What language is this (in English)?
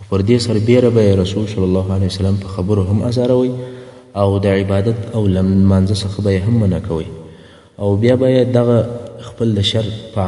Pashto